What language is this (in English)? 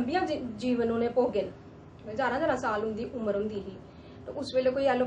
Dogri